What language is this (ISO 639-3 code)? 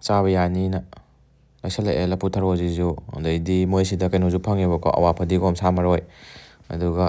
mni